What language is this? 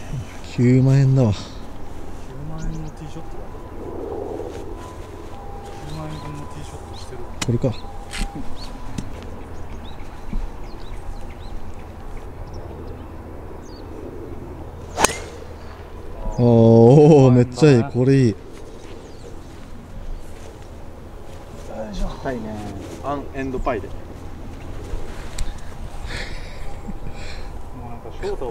Japanese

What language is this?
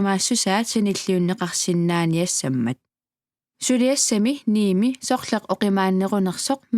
Kalaallisut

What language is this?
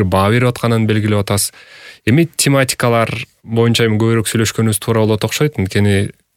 Kyrgyz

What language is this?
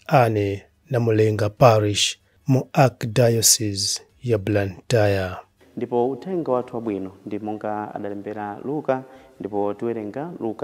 Nyanja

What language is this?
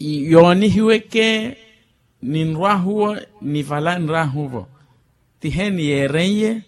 Makhuwa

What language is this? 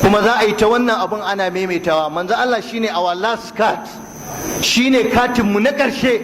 Hausa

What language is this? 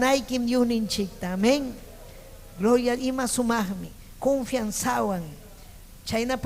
Ayacucho Quechua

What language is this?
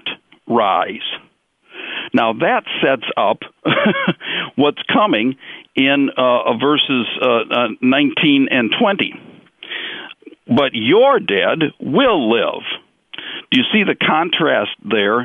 English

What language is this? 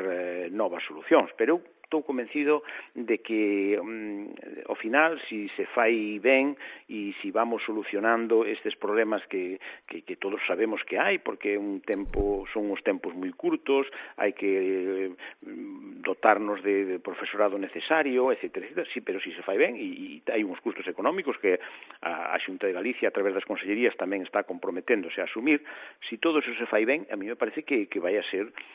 Galician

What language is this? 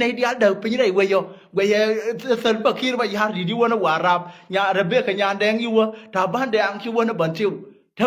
Nuer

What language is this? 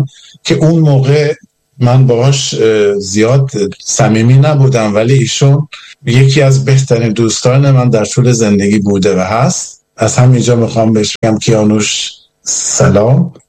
Persian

